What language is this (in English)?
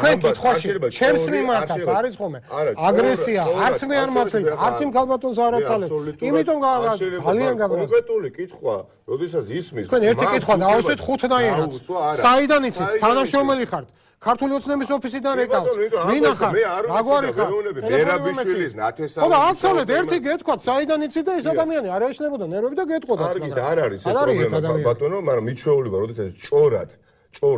Georgian